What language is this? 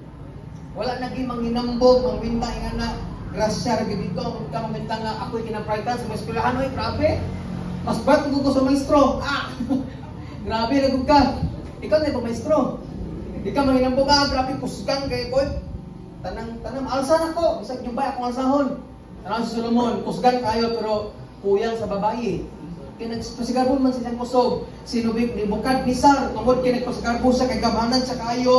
Cebuano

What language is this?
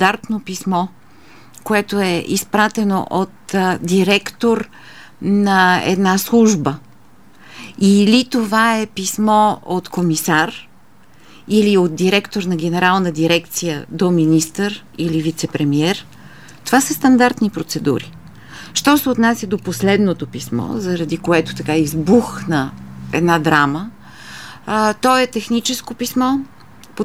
Bulgarian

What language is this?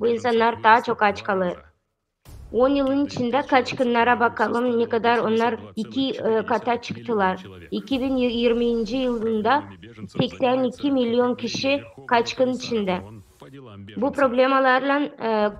Gagauz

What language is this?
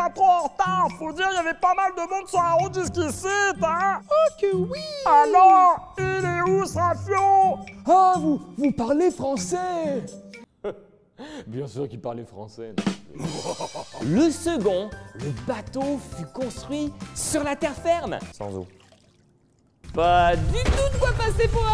French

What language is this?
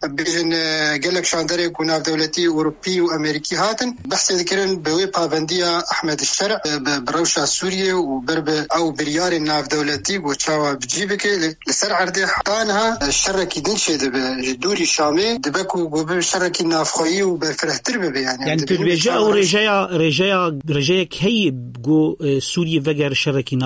Kurdish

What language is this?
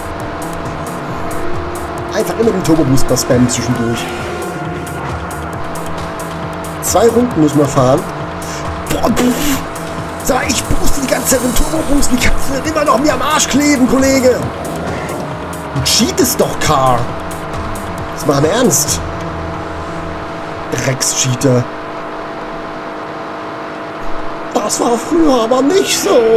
German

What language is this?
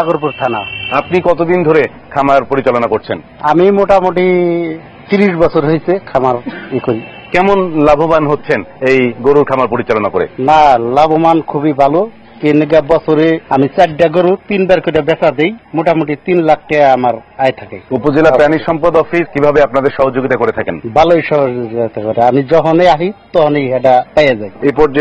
Bangla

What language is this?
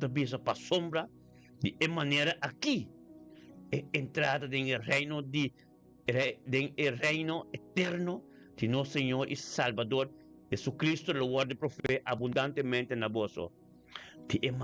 Papiamento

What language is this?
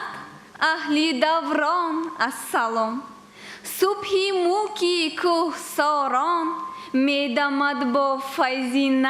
Tajik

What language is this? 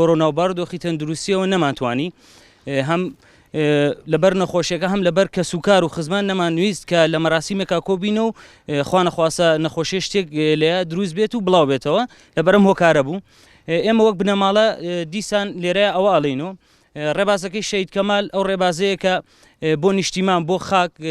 Central Kurdish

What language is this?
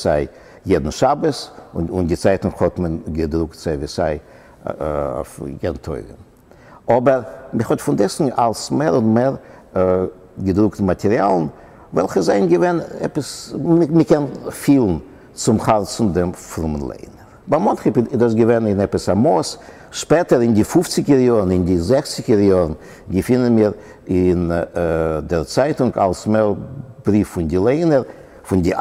Yiddish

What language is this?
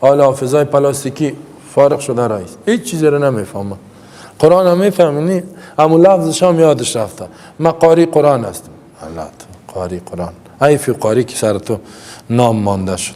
Persian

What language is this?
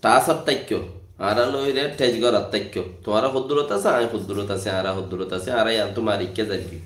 Rohingya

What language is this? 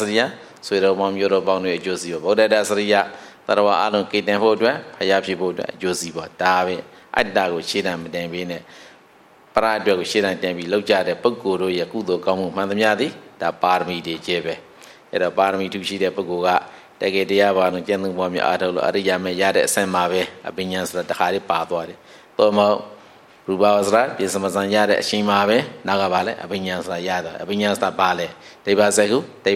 Burmese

